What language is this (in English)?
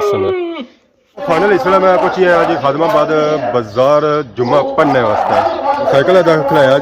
Pahari-Potwari